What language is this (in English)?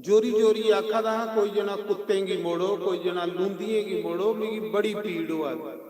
Dogri